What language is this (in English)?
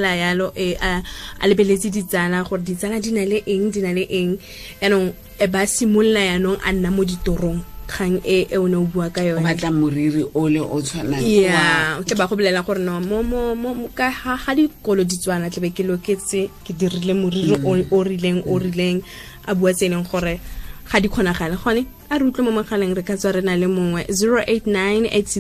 Tswana